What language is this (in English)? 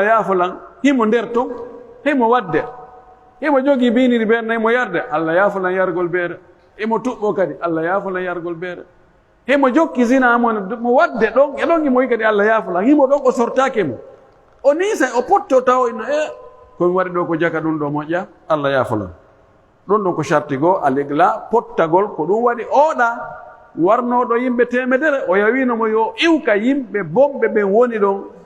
Pular